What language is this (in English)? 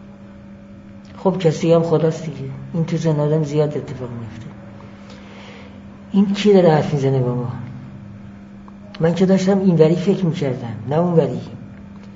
Persian